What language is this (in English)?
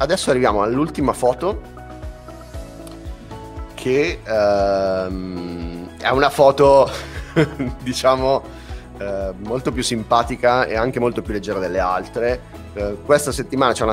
Italian